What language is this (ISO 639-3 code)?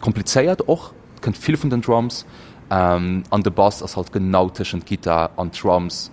ltz